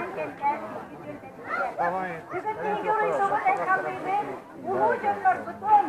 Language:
Yakut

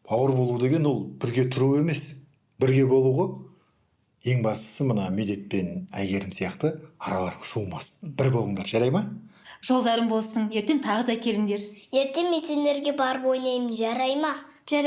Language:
Kazakh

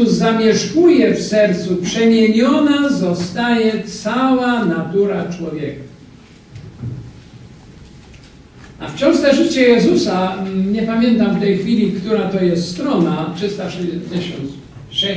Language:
Polish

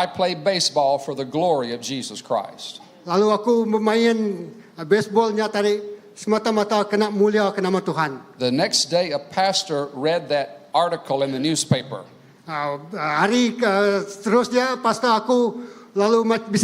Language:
Iban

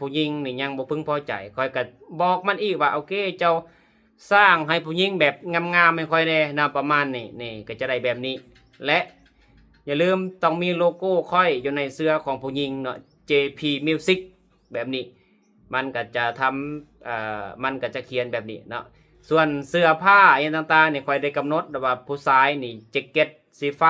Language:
Lao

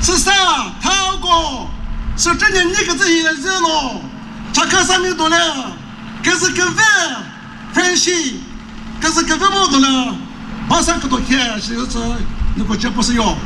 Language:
Chokri Naga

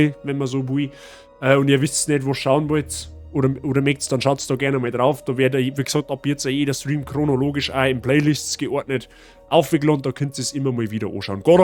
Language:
Bavarian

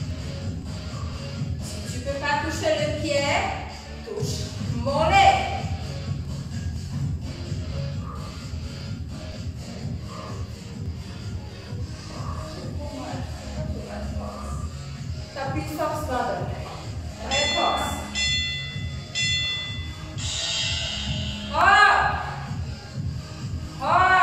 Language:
French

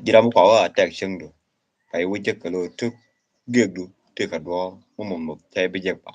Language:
Nuer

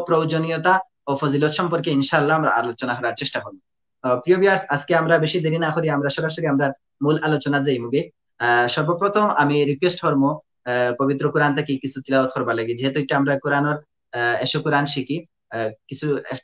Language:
Sylheti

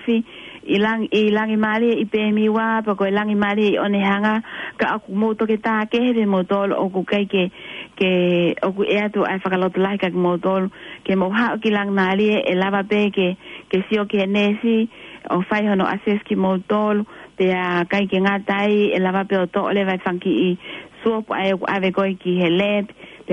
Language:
Tongan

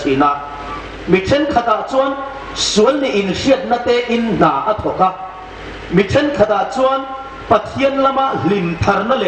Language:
Hmar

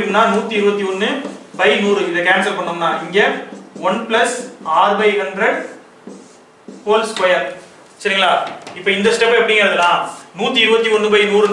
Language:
Tamil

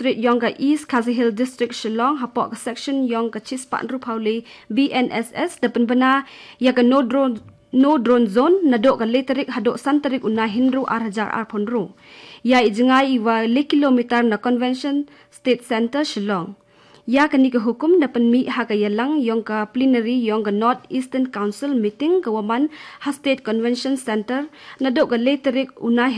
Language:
Khasi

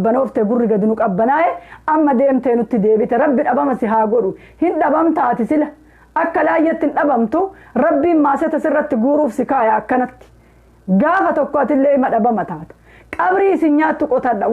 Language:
Oromo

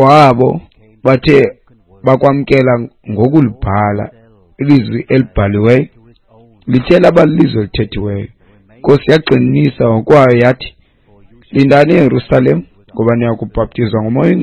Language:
Xhosa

